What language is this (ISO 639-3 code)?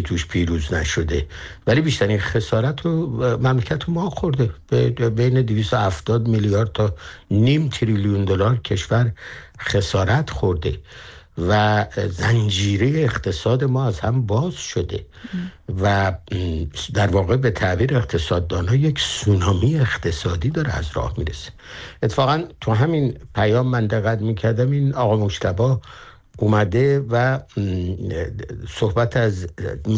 fas